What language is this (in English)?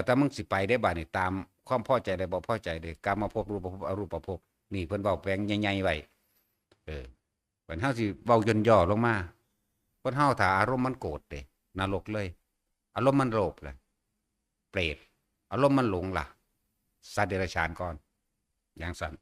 Northeastern Thai